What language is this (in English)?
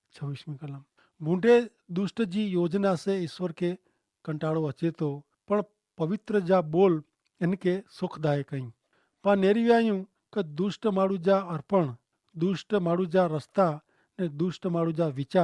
Kachhi